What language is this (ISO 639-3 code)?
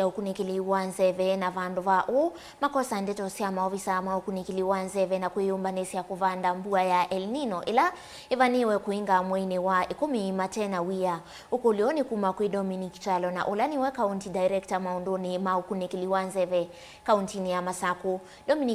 kam